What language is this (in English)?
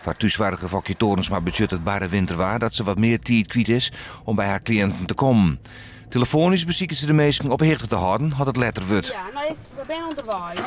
Western Frisian